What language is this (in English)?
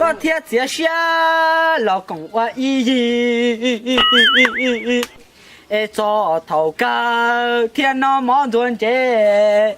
Hmong